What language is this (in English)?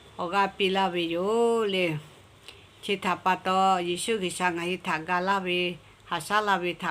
Lahu